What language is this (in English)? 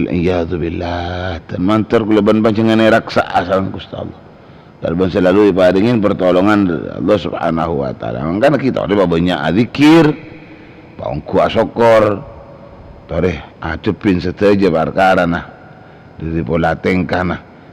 Madurese